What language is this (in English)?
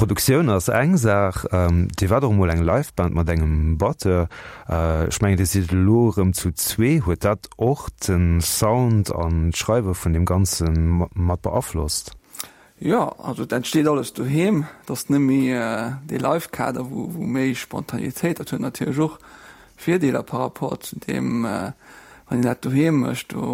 Luxembourgish